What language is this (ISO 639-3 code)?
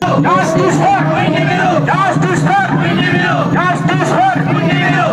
sat